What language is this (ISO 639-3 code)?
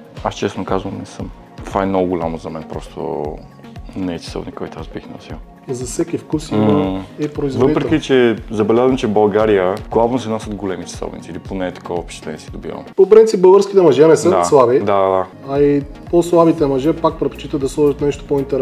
bul